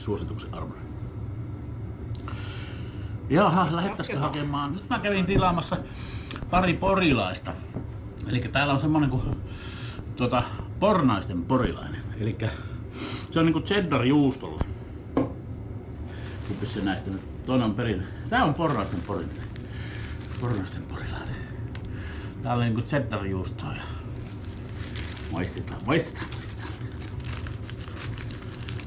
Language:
Finnish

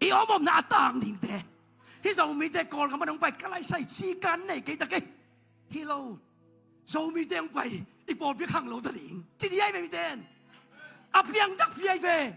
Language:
Tedim Chin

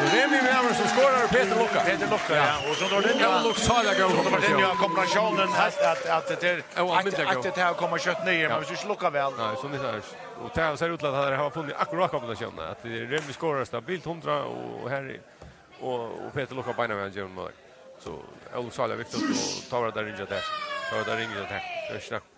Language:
Faroese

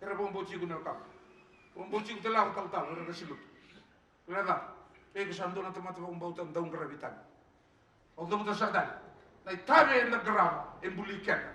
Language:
Fijian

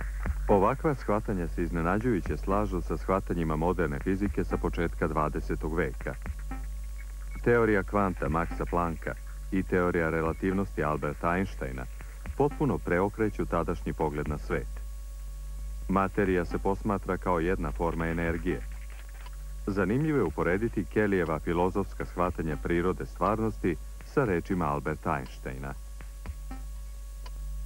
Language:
Serbian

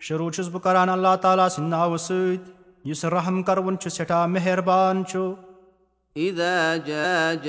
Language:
Kashmiri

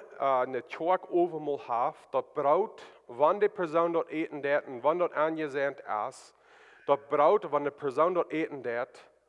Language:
Plautdietsch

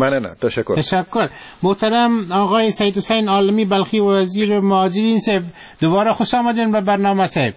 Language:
Persian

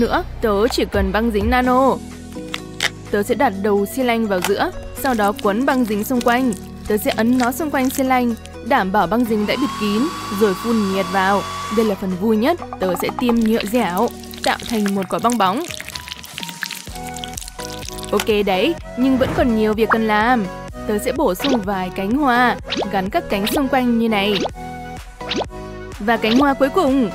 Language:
Vietnamese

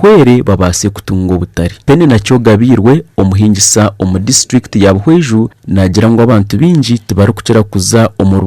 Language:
Nyankole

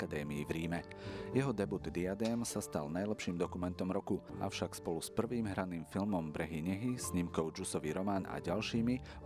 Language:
Slovak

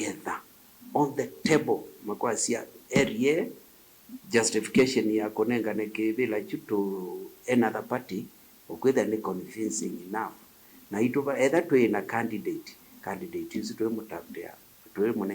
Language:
Kamba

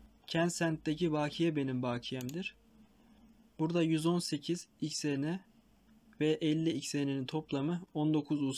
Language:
Turkish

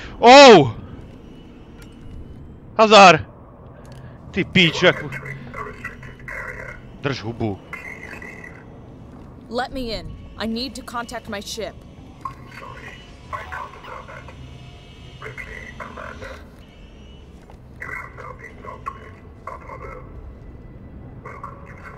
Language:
Czech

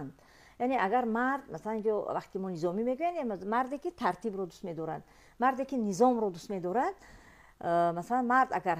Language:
Tajik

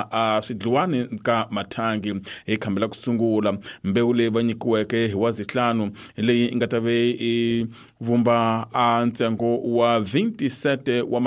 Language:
Tsonga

